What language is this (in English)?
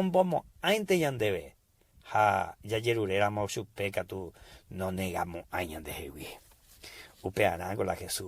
Guarani